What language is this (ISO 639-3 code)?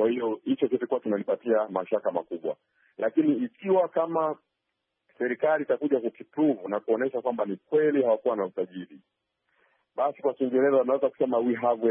swa